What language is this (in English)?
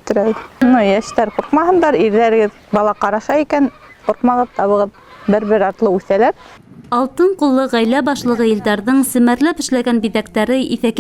Bashkir